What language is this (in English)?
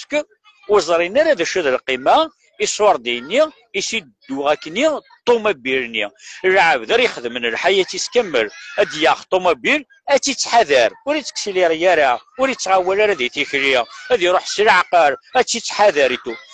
Kabyle